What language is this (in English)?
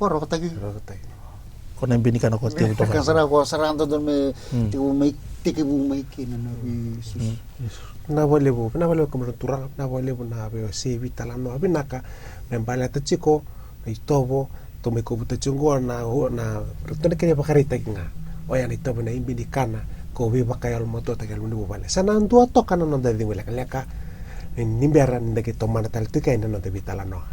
Fijian